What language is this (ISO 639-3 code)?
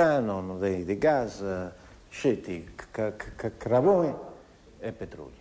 srd